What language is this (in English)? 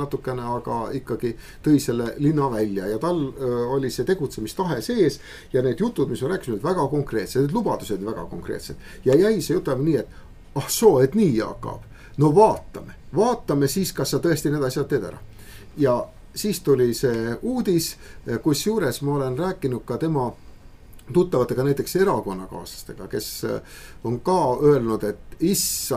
Estonian